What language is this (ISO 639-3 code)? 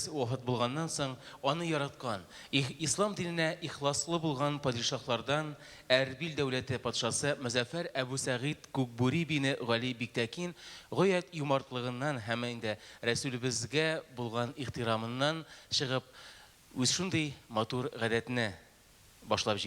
tat